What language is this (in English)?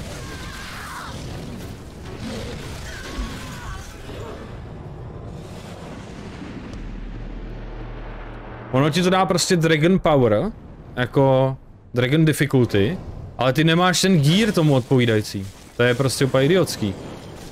Czech